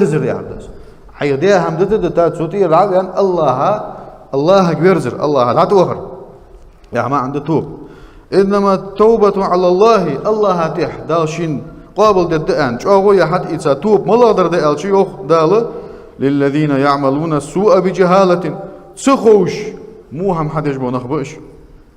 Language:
Ingush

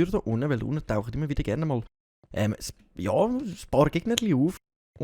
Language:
Swiss German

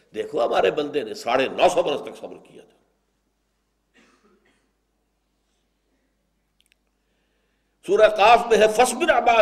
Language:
Urdu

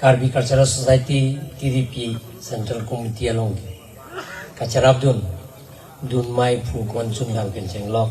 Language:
Karbi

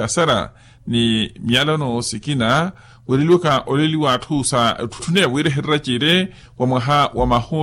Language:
Makhuwa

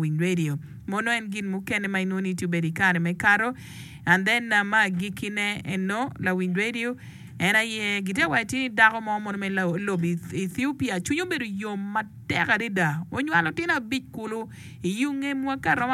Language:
Acoli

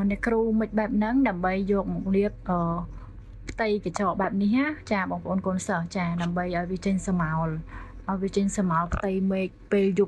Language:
Khmer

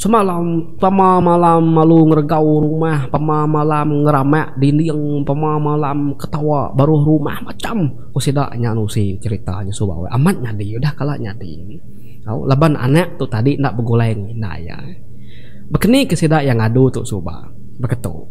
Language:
Iban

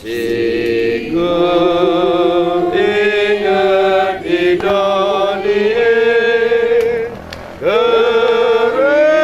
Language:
Batak Karo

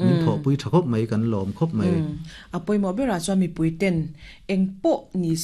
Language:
Mizo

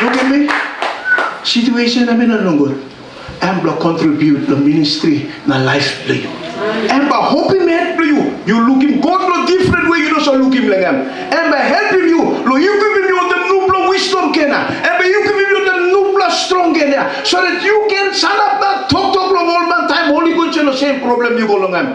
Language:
Tok Pisin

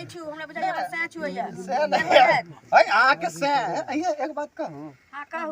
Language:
Maithili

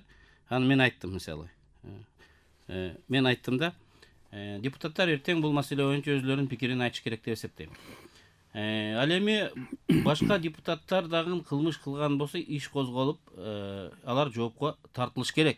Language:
Kyrgyz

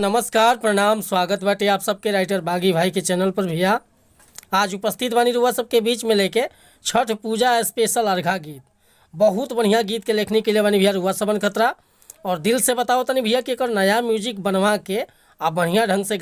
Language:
Bhojpuri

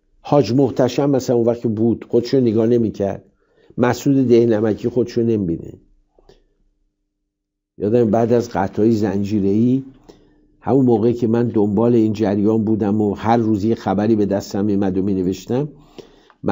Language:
Persian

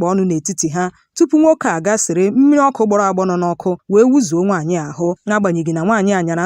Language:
Igbo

